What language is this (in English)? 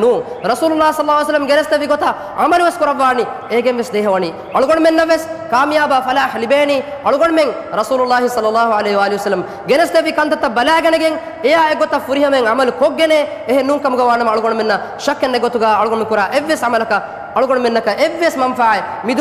Divehi